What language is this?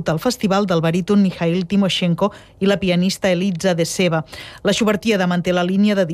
Catalan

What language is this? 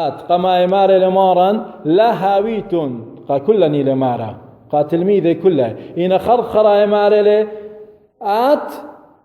Assyrian Neo-Aramaic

